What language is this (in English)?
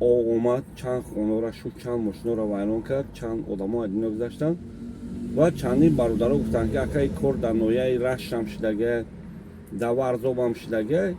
Tajik